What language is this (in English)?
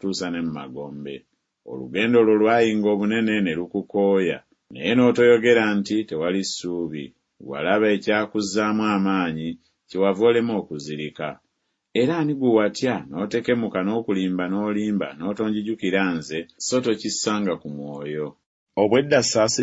Ganda